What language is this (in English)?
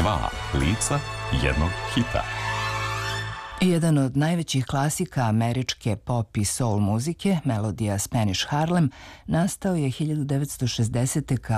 Serbian